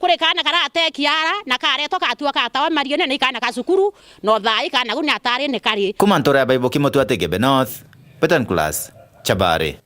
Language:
Meru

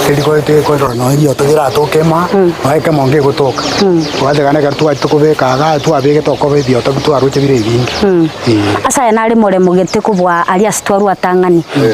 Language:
Gusii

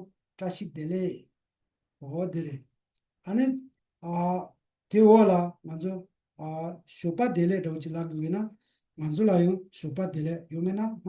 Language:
Tibetan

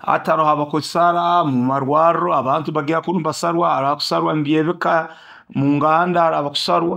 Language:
Nyoro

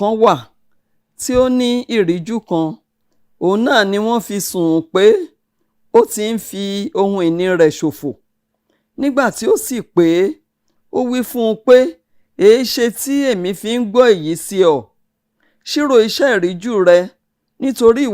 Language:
Yoruba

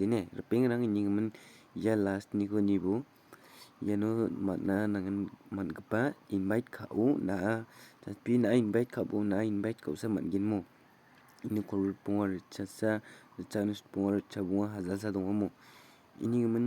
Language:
Garo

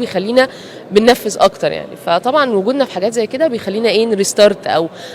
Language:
Egyptian Arabic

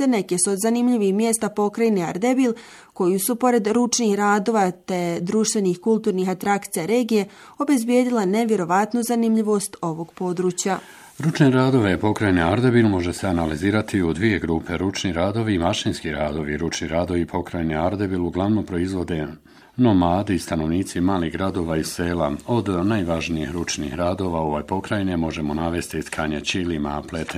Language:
Bosnian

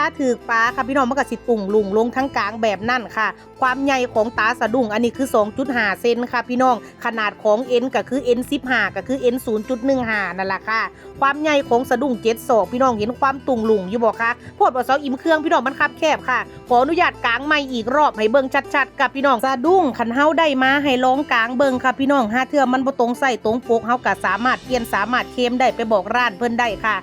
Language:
Northeastern Thai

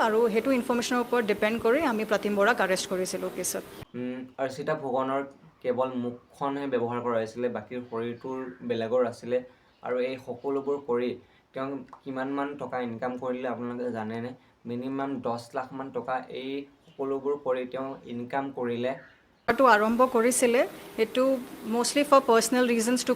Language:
Assamese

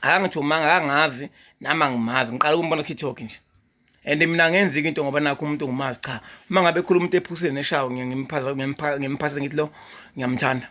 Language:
Zulu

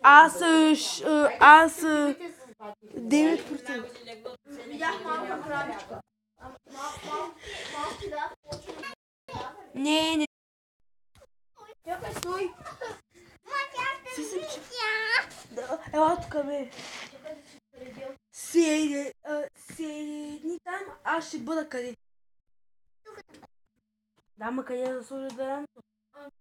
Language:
Bulgarian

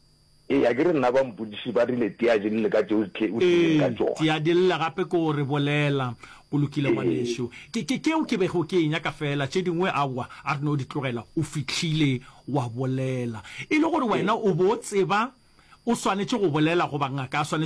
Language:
Northern Sotho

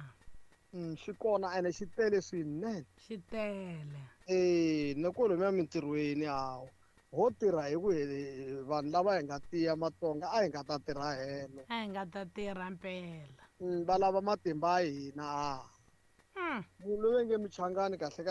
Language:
Tsonga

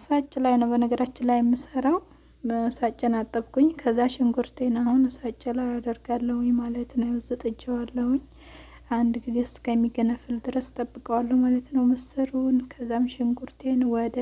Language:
Amharic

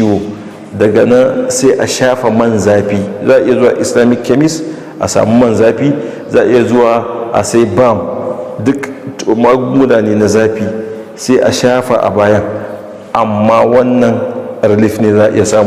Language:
Hausa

